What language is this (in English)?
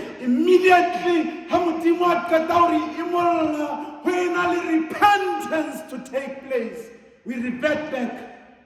Southern Sotho